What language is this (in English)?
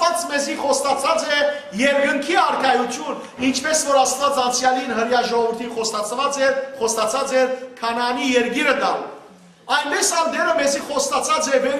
Western Armenian